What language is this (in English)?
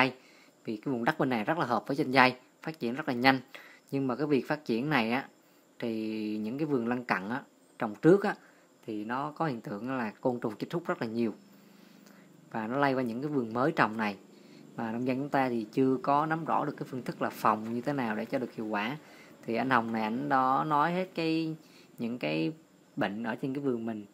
Vietnamese